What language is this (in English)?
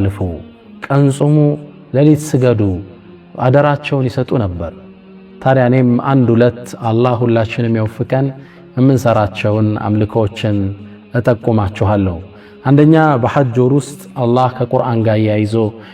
Amharic